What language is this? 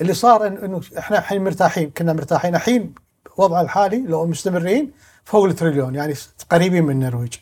Gulf Arabic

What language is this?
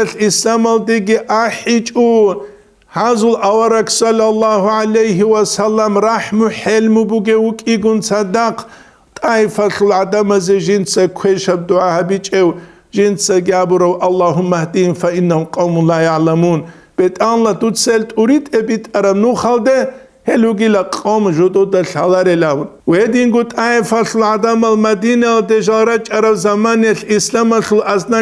Avaric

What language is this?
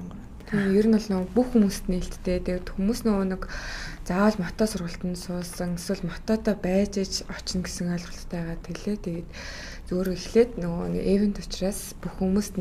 Mongolian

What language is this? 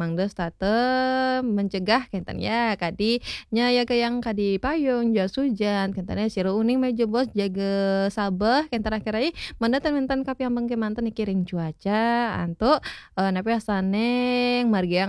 Balinese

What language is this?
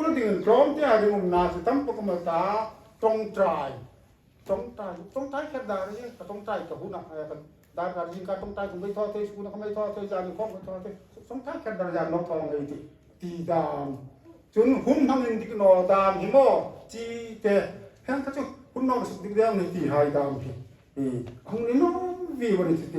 Hmar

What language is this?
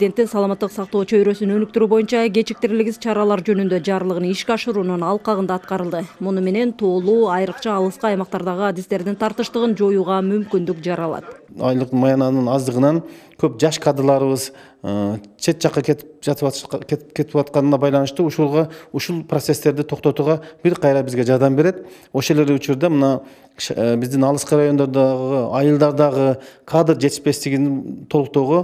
Kyrgyz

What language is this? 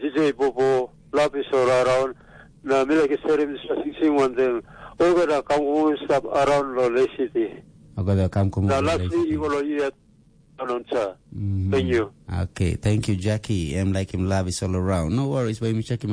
Tok Pisin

